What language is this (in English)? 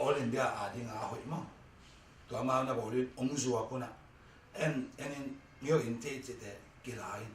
Tedim Chin